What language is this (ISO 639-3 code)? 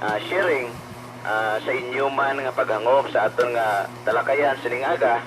hil